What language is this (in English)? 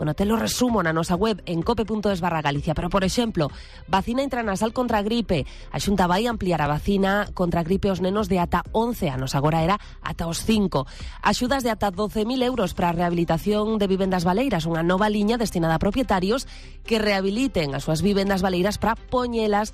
Galician